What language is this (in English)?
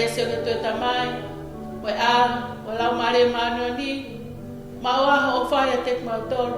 Tongan